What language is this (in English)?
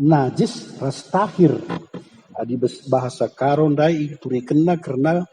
Batak Karo